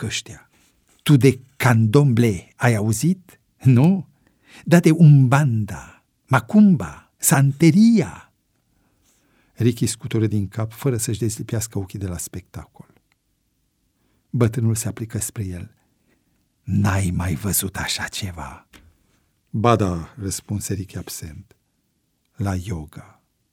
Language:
Romanian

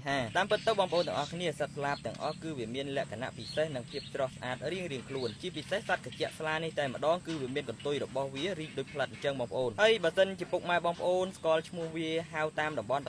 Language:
Khmer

